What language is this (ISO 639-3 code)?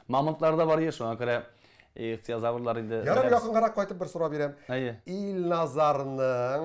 tat